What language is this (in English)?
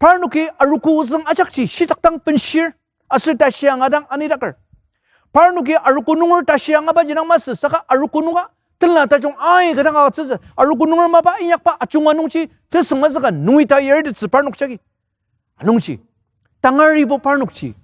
Ao Naga